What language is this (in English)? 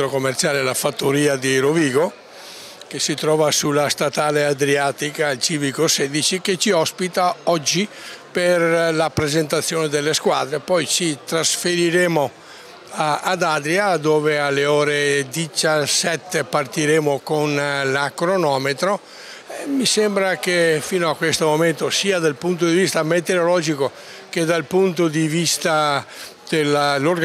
Italian